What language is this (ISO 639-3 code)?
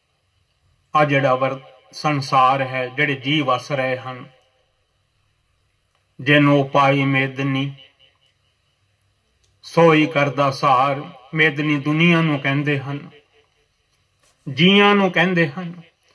pan